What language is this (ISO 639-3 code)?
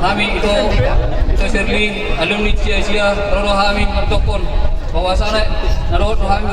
bbc